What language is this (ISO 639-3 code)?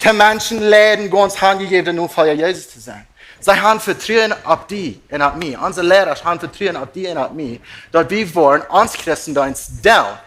pdt